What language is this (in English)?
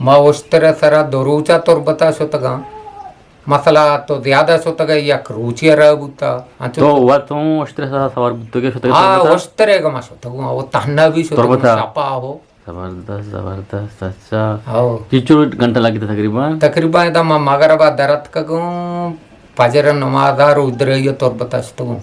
Eastern Balochi